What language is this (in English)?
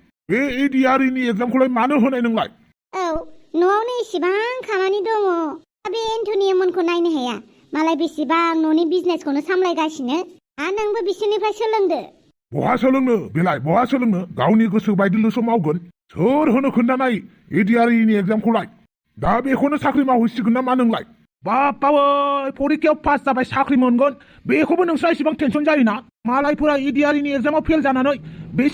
Bodo